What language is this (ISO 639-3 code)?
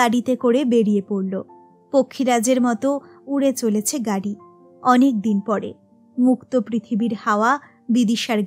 ben